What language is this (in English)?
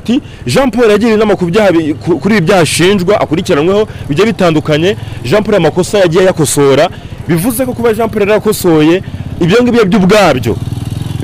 Kinyarwanda